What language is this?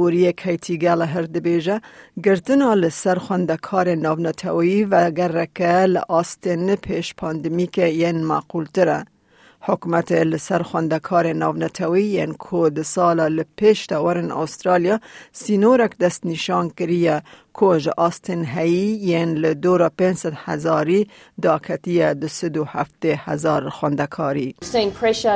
Kurdish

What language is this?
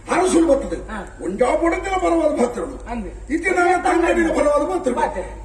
Tulu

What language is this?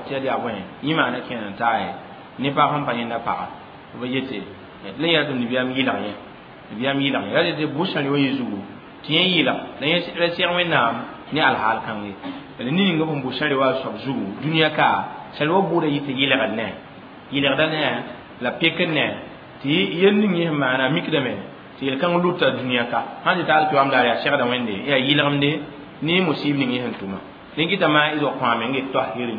Mossi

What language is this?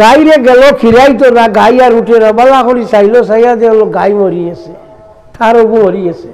Sylheti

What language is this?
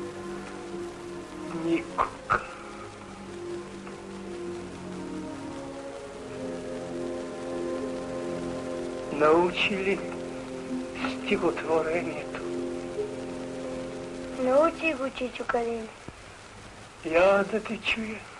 Bulgarian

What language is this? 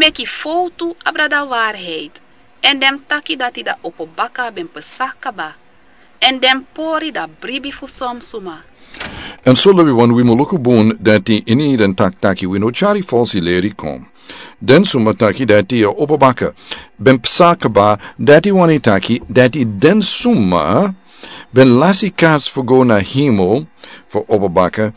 Sranan Tongo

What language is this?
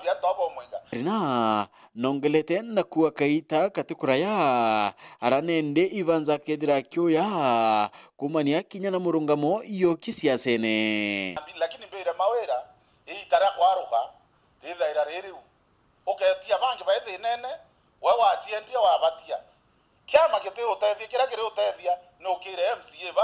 Meru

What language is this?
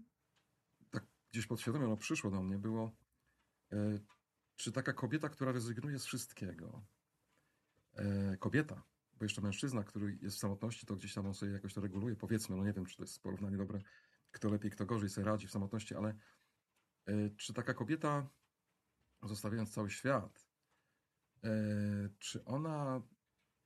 Polish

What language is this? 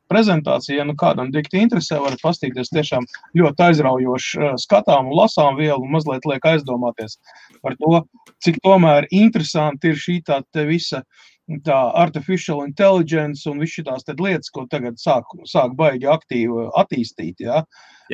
Latvian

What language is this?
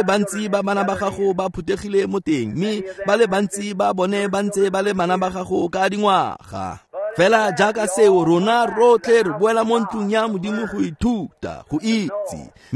Tswana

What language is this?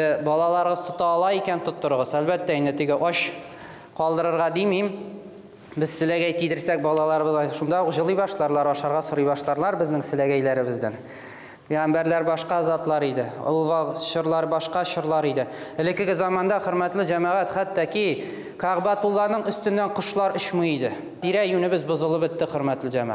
Tatar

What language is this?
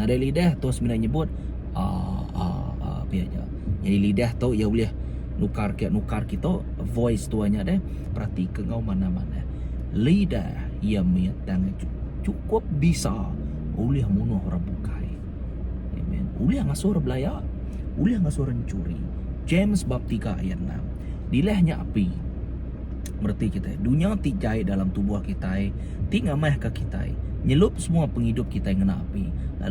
Iban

